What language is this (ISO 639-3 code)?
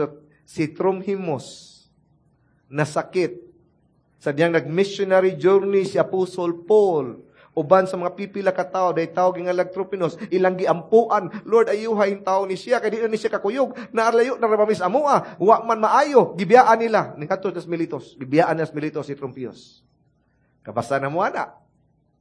ceb